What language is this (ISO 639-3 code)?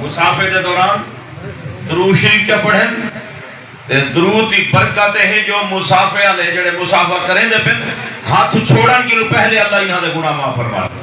skr